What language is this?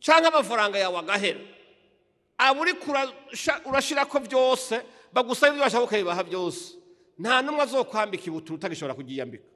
Rundi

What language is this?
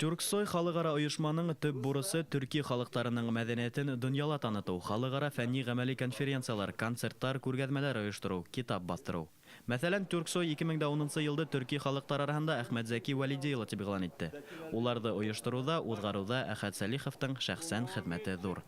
Bashkir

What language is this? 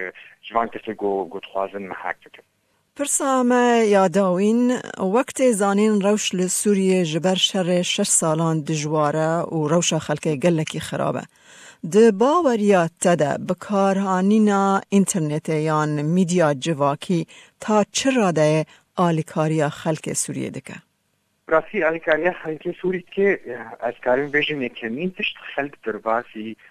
Kurdish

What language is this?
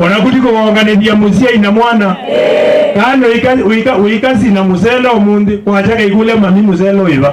Kamba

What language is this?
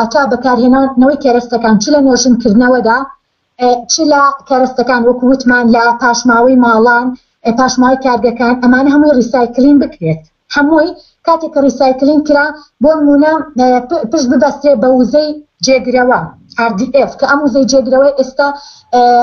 Central Kurdish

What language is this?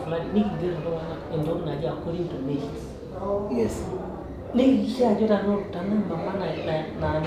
Masai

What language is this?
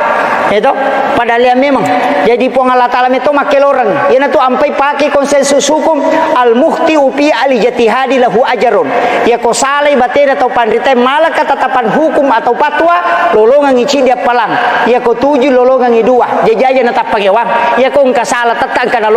Buginese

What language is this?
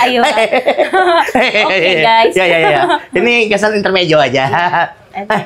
Banjar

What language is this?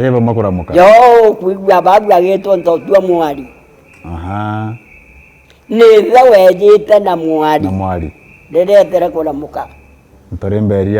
Meru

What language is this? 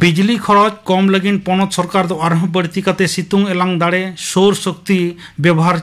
Santali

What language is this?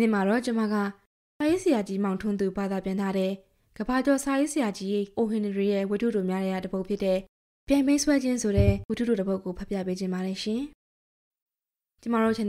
Burmese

